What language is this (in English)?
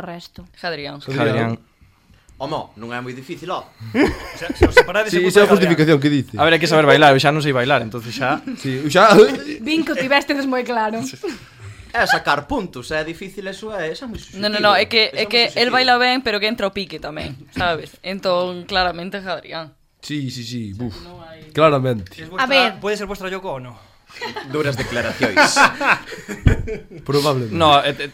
Galician